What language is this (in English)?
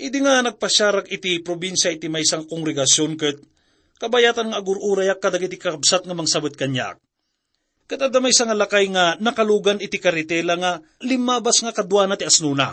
Iloko